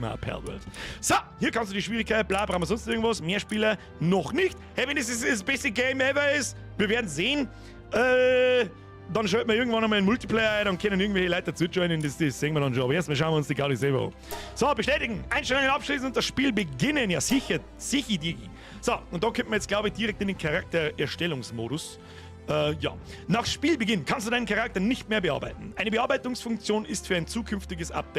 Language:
Bavarian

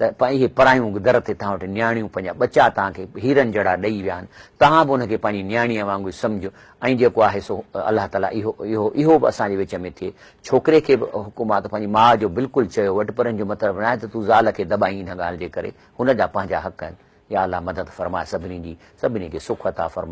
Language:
Sindhi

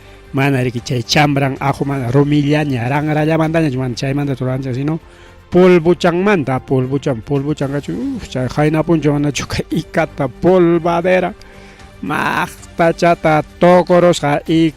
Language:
Ayacucho Quechua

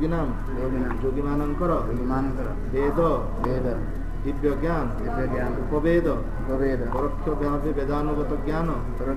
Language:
Odia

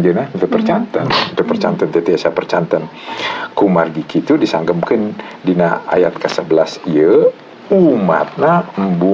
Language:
Sundanese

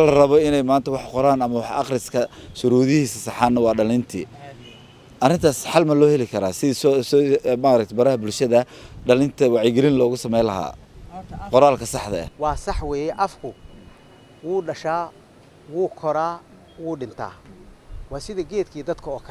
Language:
Somali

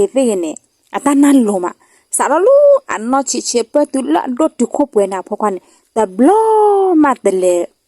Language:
S'gaw Karen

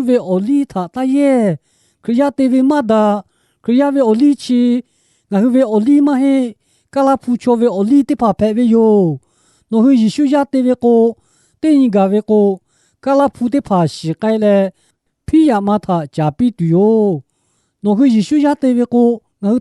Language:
Lahu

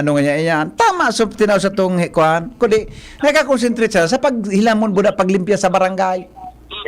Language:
Bikol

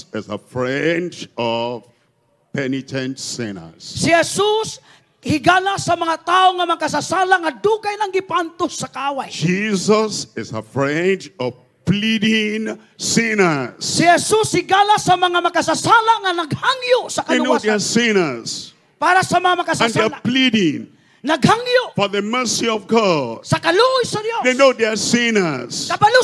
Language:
Cebuano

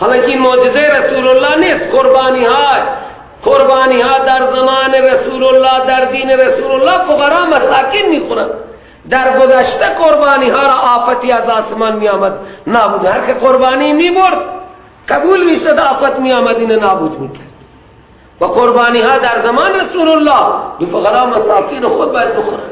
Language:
Persian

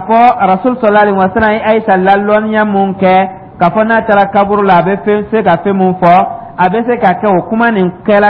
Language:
Dyula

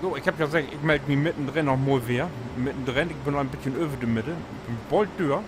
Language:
Low German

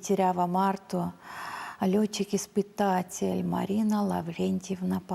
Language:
Erzya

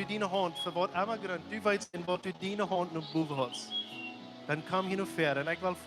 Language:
Plautdietsch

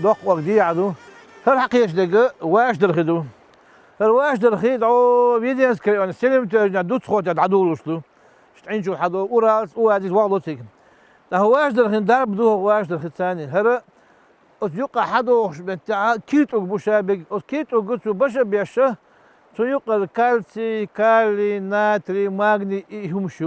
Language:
Chechen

